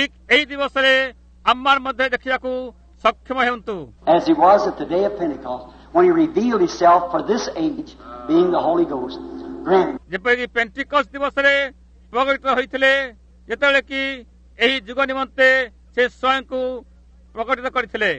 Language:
Odia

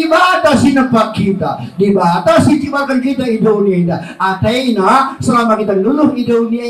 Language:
Batak Karo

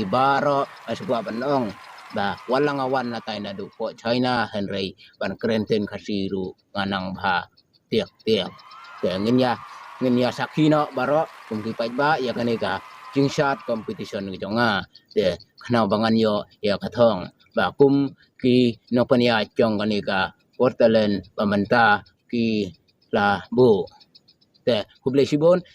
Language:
Khasi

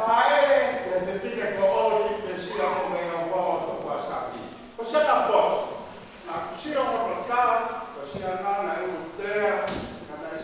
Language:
Tongan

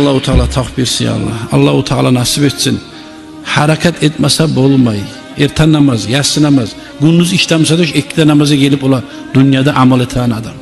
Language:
Kumyk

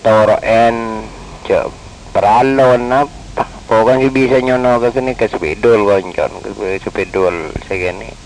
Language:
Madurese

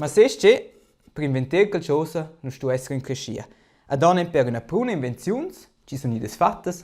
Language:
Romansh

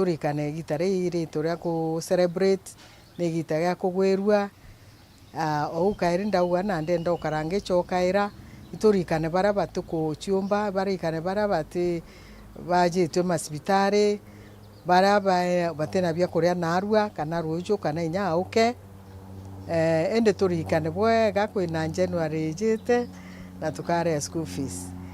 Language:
Meru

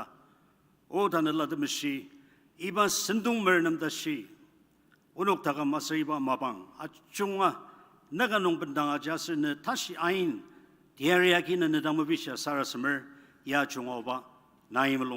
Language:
Ao Naga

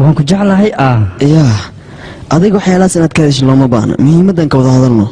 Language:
Somali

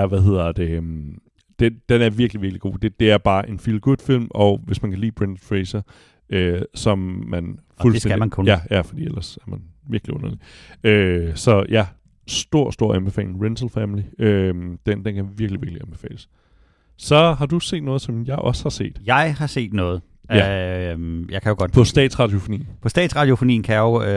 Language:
Danish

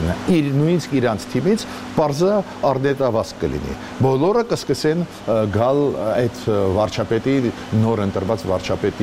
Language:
Armenian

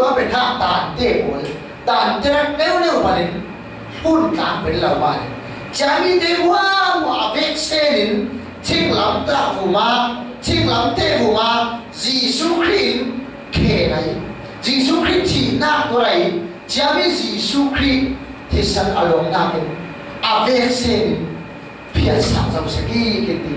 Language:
Falam Chin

